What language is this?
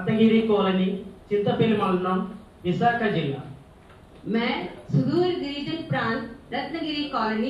Hindi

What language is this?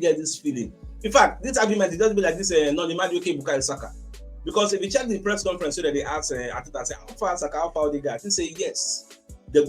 Nigerian Pidgin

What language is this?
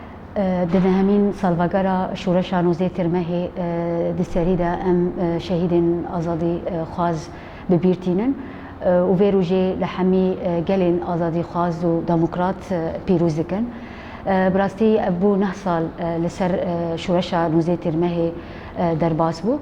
Kurdish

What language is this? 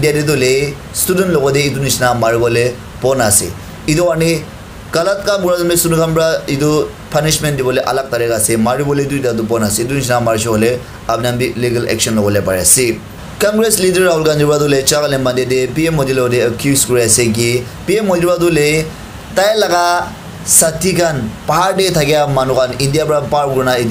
Naga Pidgin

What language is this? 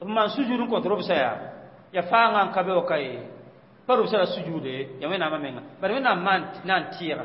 Mossi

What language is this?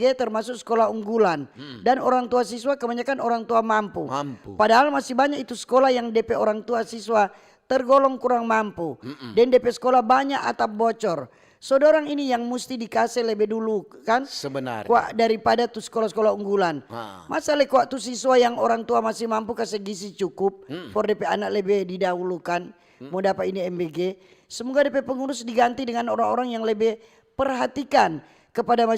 Manado Malay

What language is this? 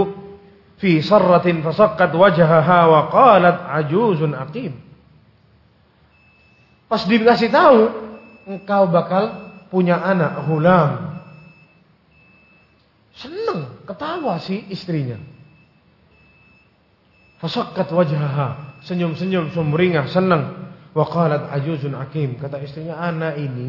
Indonesian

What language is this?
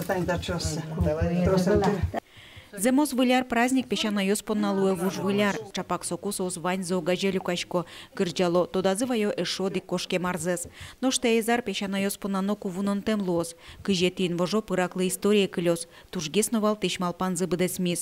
Udmurt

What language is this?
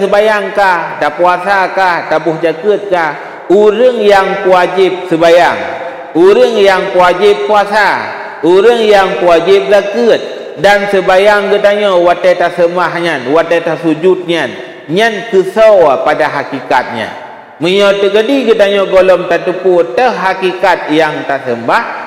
Achinese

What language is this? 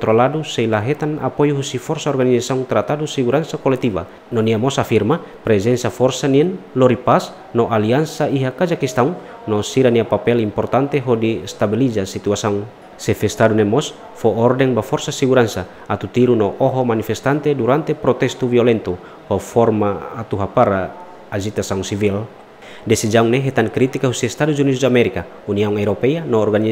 Tetum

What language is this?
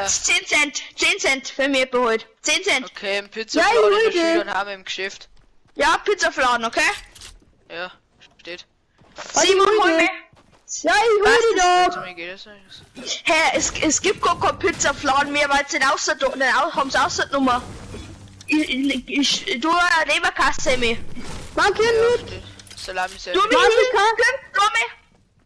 Bavarian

